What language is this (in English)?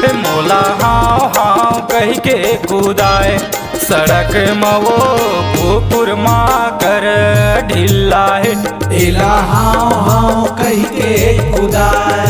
Chhattisgarhi